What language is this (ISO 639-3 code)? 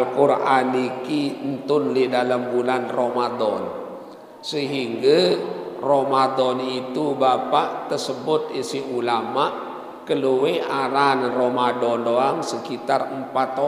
sas